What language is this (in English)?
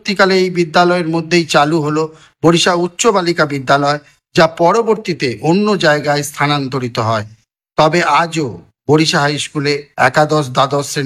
Bangla